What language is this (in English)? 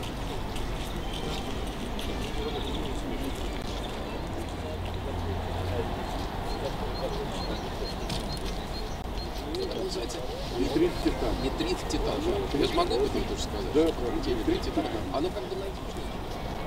Russian